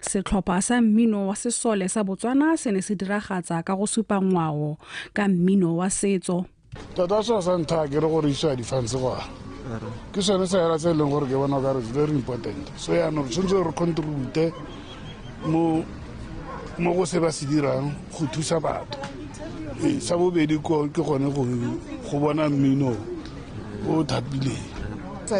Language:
Tswana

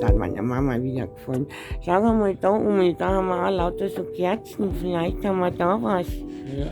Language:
Bavarian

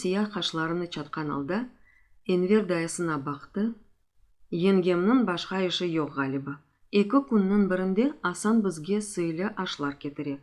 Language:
Crimean Tatar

